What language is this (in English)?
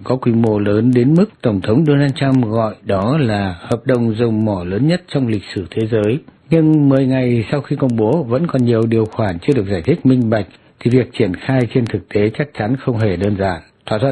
Vietnamese